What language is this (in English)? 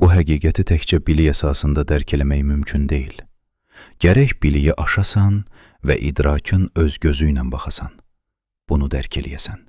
Azerbaijani